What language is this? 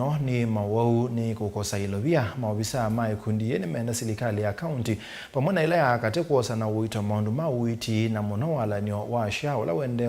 Kamba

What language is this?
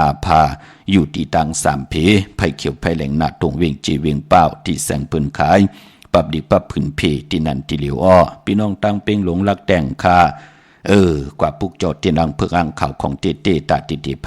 Shan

